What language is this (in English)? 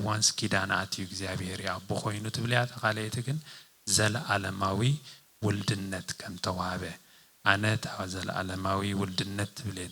Tigrinya